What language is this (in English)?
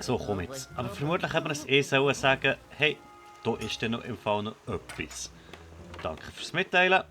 Swiss German